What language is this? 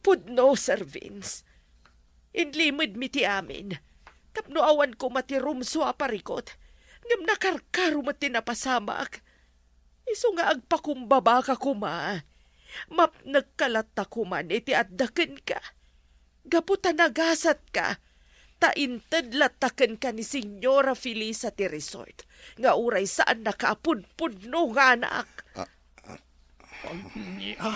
Iloko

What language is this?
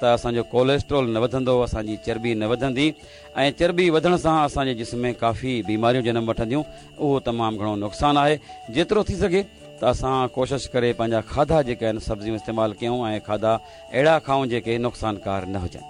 Sindhi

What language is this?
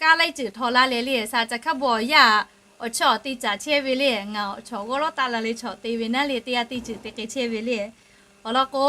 Lahu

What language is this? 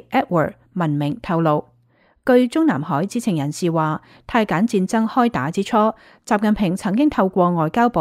Cantonese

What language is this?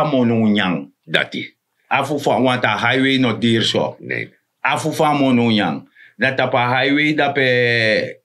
Sranan Tongo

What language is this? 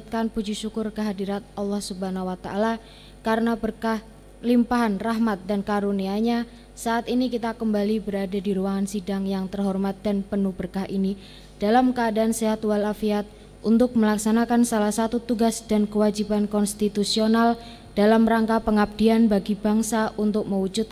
Indonesian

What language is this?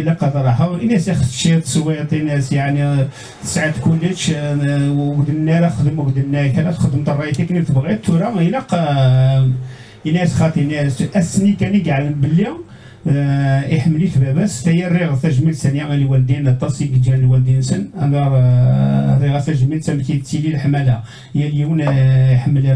Kabyle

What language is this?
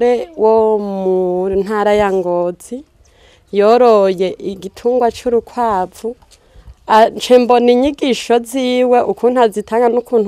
Rundi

